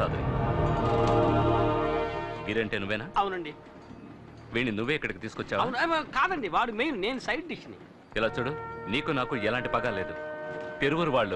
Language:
Telugu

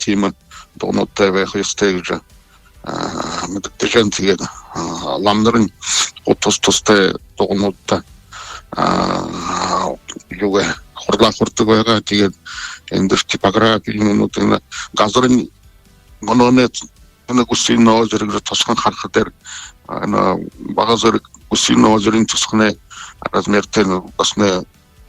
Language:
Buriat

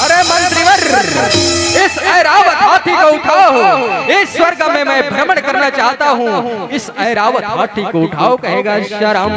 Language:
Chhattisgarhi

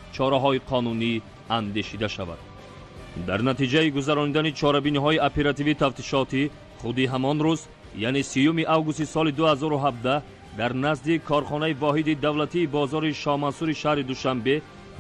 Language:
Tajik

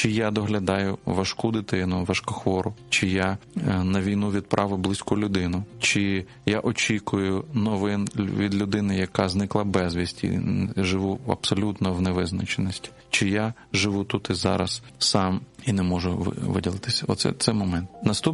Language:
Ukrainian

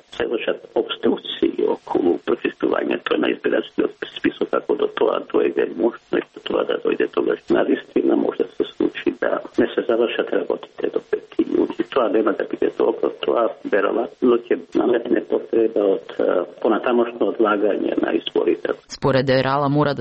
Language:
Macedonian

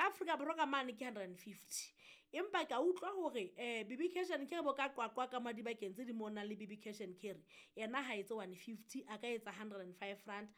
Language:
Southern Sotho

